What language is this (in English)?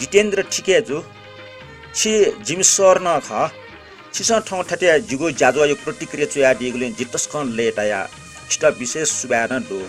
Newari